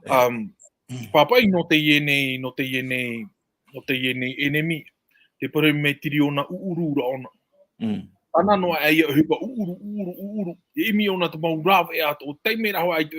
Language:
Tahitian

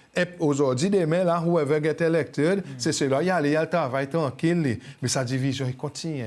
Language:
Seselwa Creole French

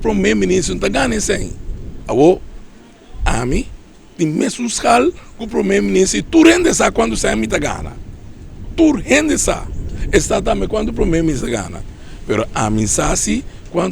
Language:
Papiamento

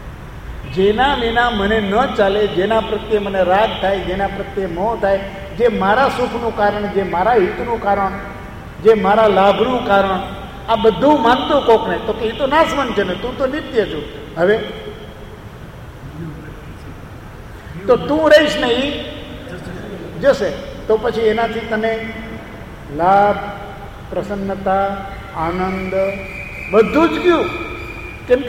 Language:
Gujarati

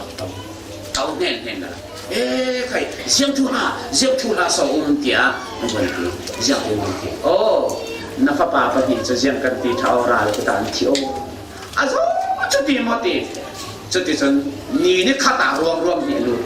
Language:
Falam Chin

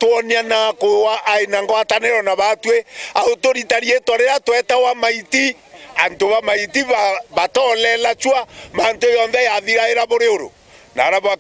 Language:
Meru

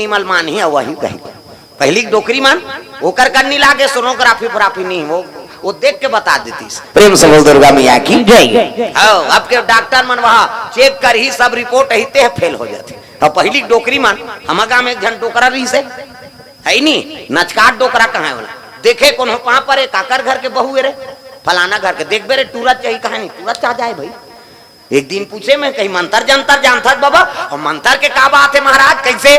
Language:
Chhattisgarhi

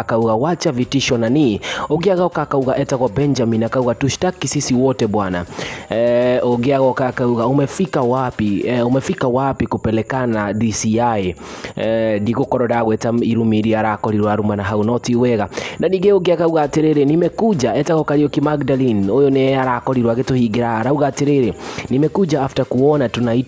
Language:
Kikuyu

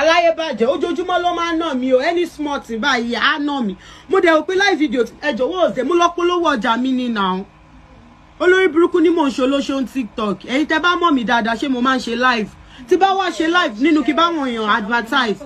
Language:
Yoruba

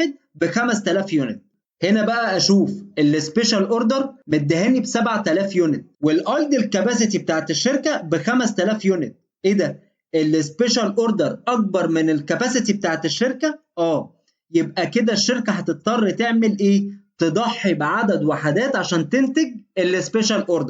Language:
Egyptian Arabic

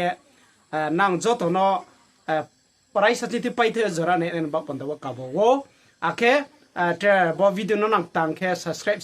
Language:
Riang (India)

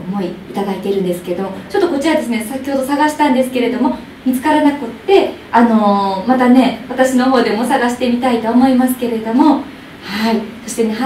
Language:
Japanese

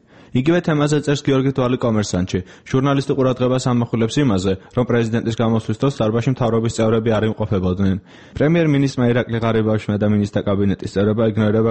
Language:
Georgian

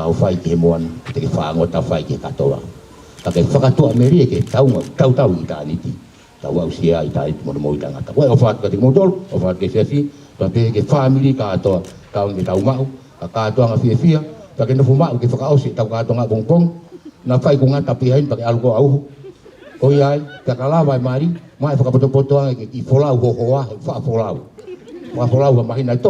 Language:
Tongan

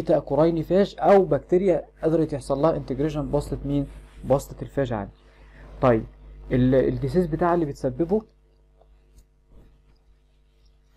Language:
Egyptian Arabic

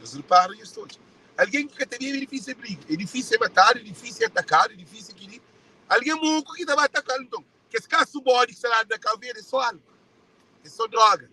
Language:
Kabuverdianu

